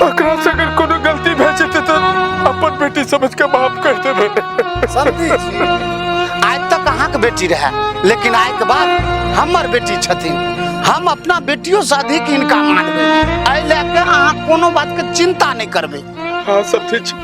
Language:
Maithili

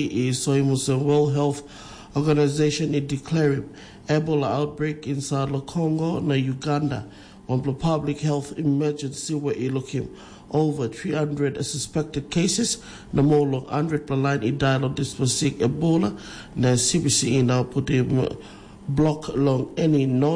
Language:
Tok Pisin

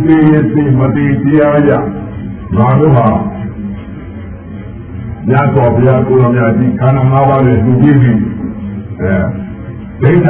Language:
Burmese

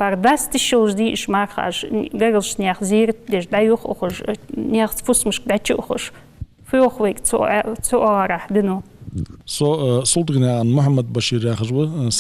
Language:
Ingush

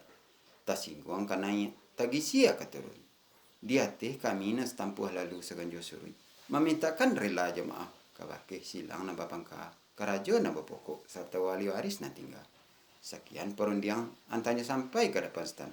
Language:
Minangkabau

